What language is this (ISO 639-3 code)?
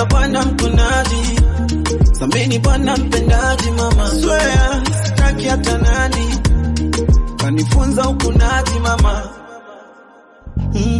swa